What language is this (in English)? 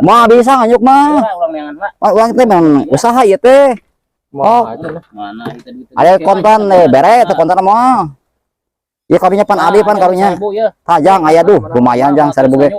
Sundanese